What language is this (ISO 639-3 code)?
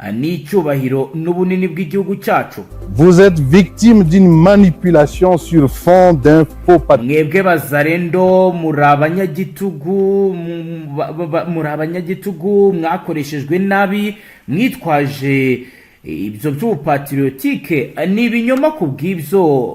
kin